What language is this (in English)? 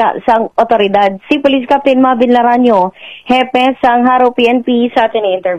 Hiligaynon